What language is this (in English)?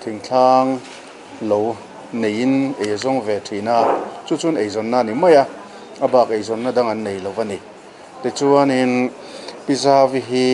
Mizo